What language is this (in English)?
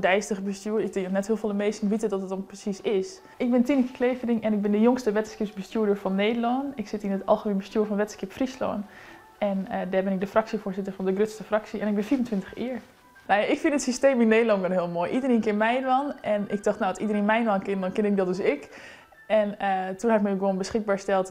Western Frisian